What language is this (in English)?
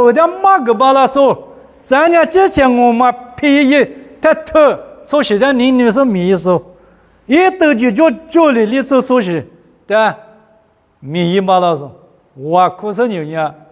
Lisu